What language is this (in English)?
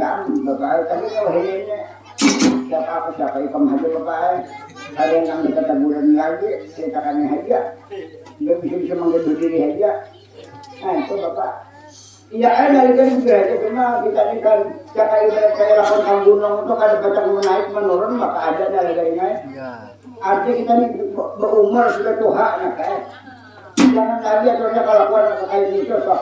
Banjar